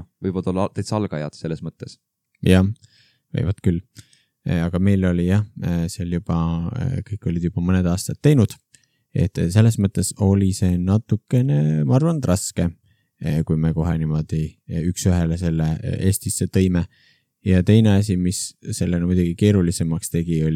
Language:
Estonian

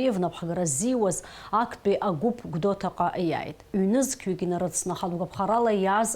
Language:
Abkhazian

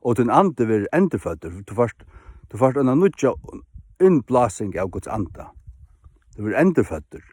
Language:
Faroese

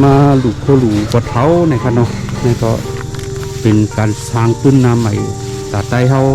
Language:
Shan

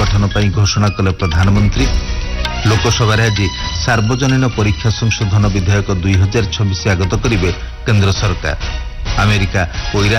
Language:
Odia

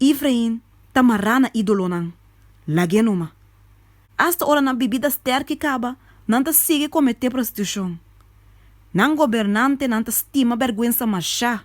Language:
Papiamento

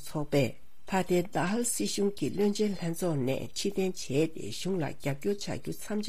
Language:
Tibetan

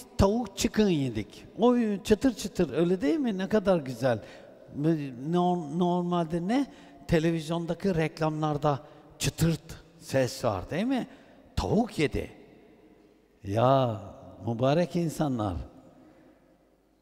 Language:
Turkish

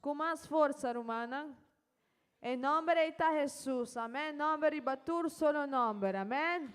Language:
Papiamento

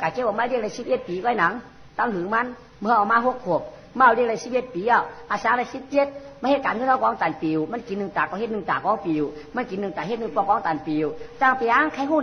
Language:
Shan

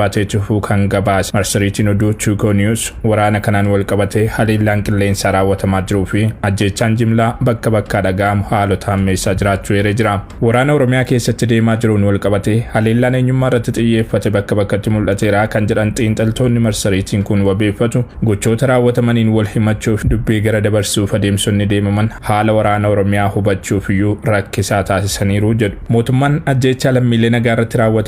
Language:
Oromo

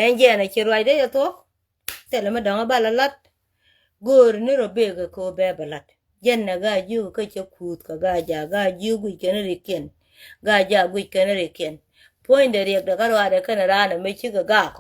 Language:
Nuer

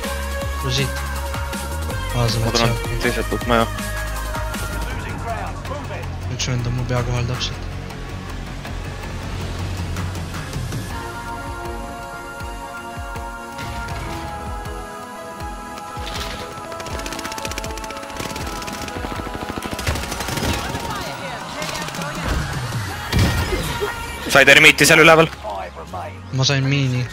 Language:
Estonian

